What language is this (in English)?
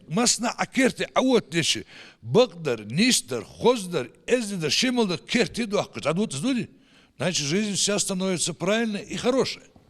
Ingush